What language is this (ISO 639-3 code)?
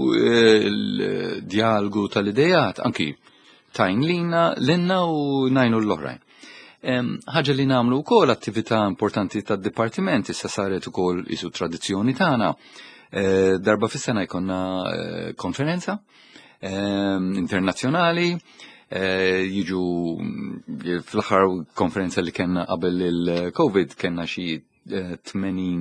mlt